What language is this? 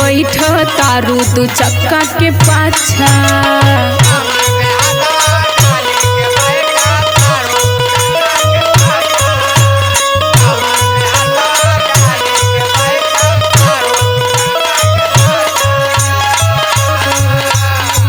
Bhojpuri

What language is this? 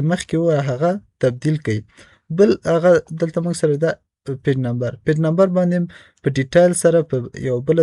Pashto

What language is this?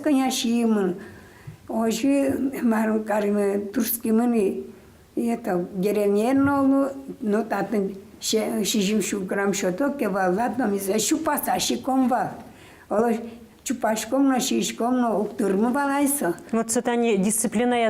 Udmurt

